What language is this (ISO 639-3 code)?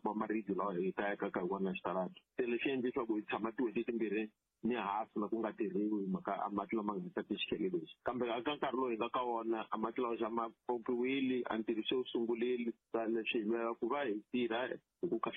tso